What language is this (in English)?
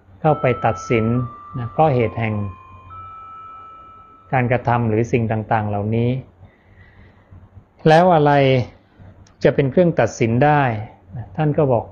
Thai